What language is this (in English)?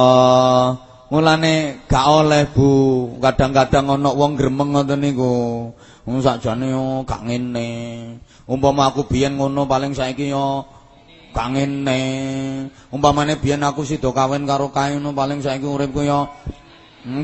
Javanese